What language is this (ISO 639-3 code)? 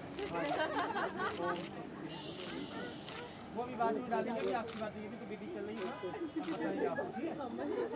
hin